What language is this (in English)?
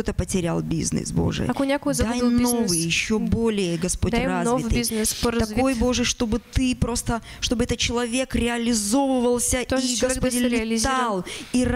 Russian